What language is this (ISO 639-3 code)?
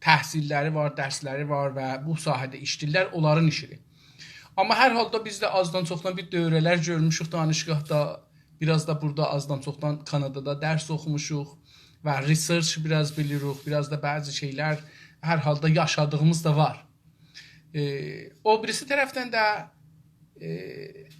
azb